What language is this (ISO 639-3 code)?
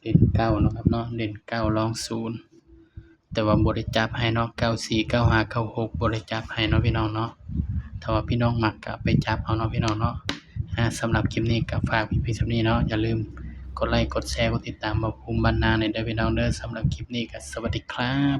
tts